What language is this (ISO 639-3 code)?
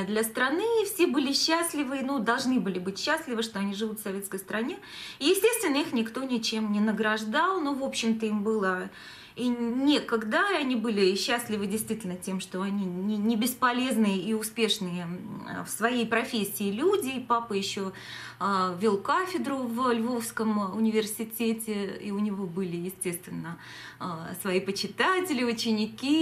rus